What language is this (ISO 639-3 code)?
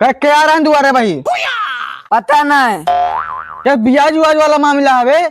awa